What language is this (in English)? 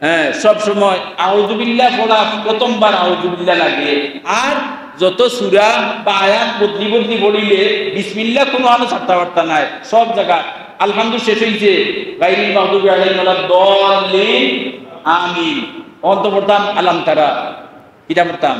Sylheti